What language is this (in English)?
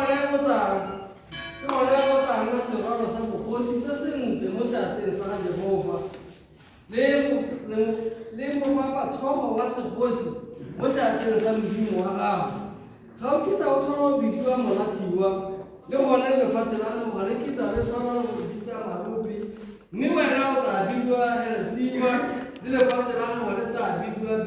Tswana